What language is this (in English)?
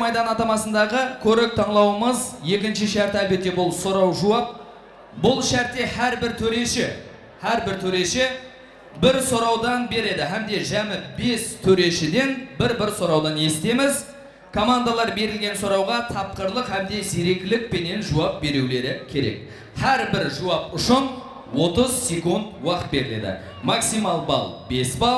Kara-Kalpak